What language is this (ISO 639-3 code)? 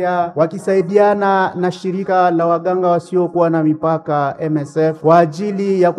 swa